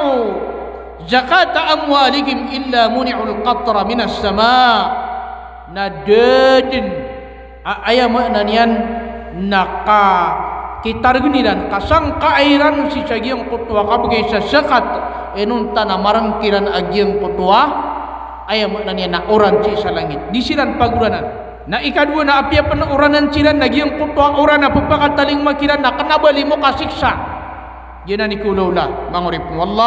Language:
Maranao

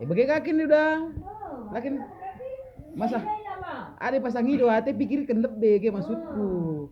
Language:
Batak Karo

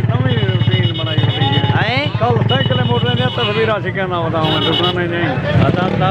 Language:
Saraiki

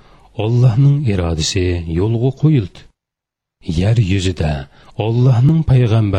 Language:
Uyghur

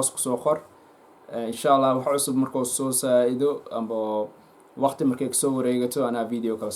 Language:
Somali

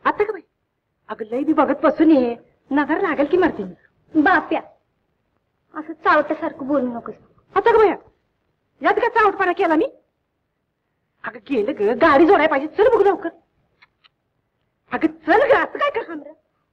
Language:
Marathi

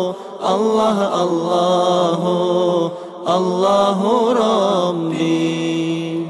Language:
Ingush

